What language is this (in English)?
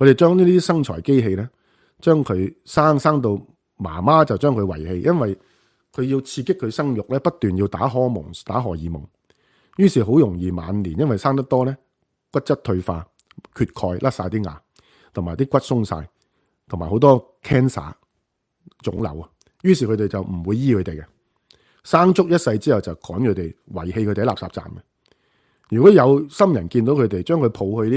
Cantonese